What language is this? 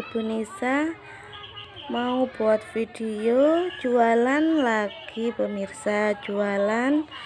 Indonesian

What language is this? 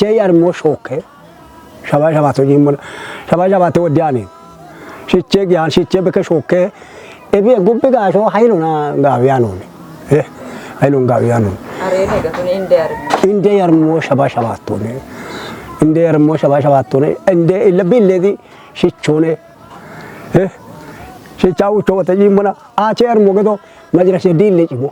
Kafa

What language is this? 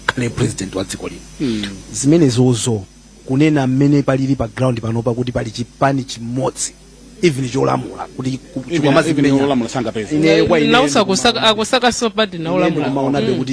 Nyanja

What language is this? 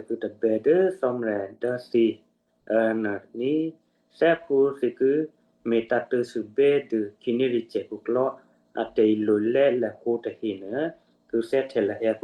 Western Kayah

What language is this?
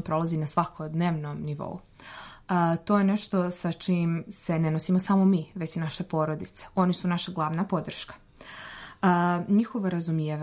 Serbian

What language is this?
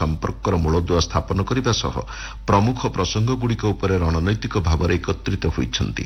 Odia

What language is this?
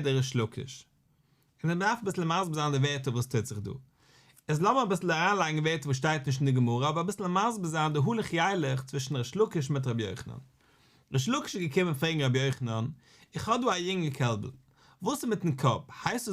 Yiddish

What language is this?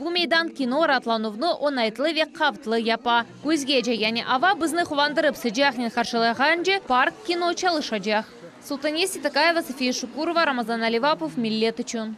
Crimean Tatar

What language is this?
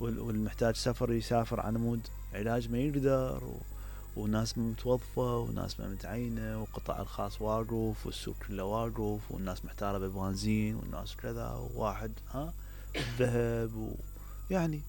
Mesopotamian Arabic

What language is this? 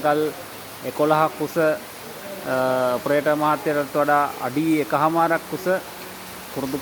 Sinhala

